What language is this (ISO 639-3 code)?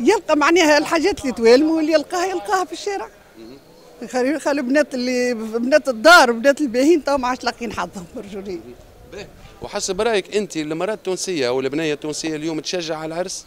aeb